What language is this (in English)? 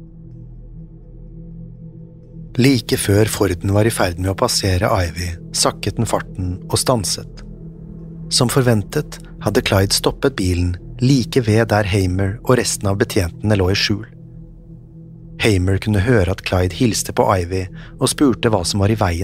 Norwegian